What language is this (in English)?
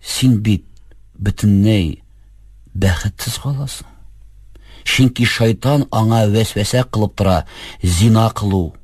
Tatar